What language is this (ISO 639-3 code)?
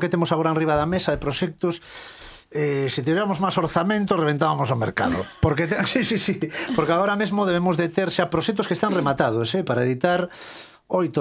glg